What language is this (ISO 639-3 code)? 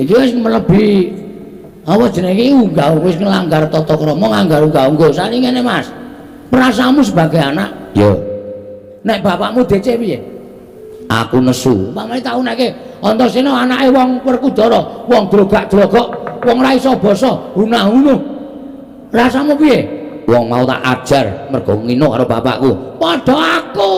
jav